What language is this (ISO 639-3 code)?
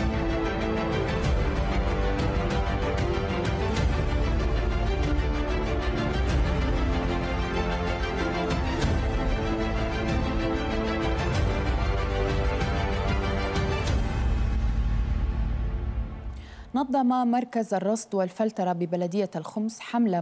ara